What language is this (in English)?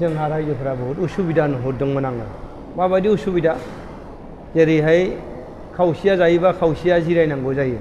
Bodo